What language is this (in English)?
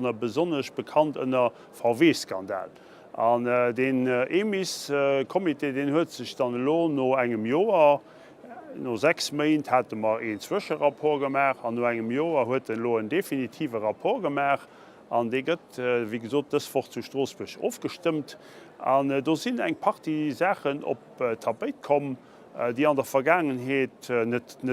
Luxembourgish